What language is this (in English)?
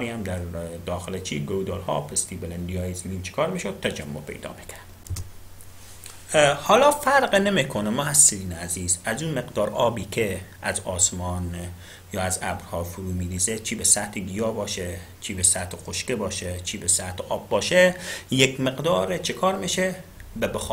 Persian